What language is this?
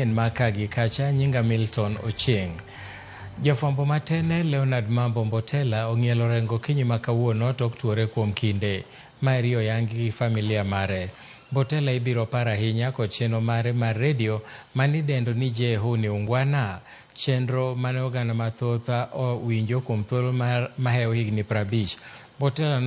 Luo (Kenya and Tanzania)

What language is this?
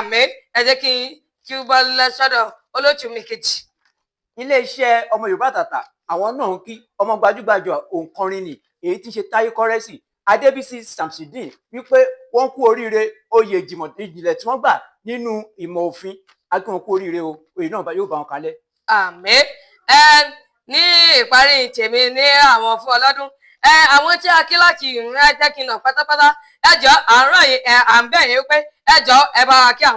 Yoruba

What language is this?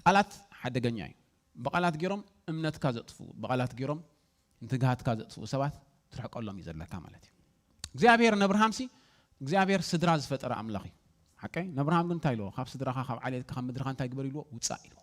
Tigrinya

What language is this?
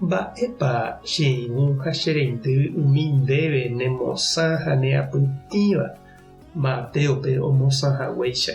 Guarani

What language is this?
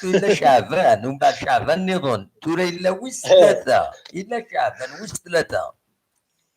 Kabyle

